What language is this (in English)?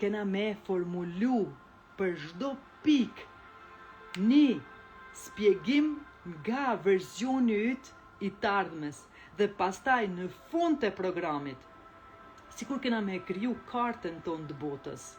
Albanian